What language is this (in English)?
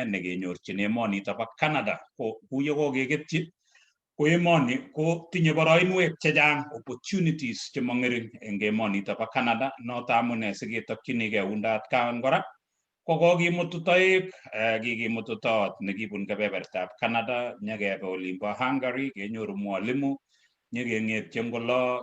Kalenjin